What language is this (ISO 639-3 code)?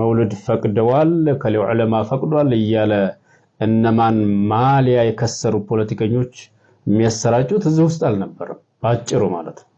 amh